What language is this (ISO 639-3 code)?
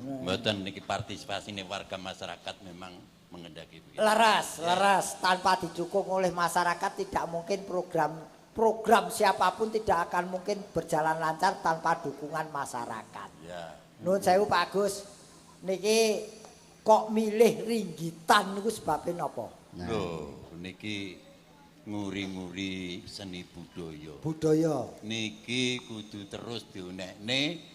jav